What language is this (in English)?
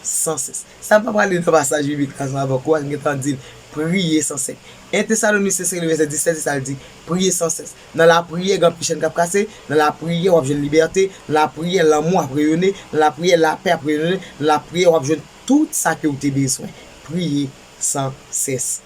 Haitian Creole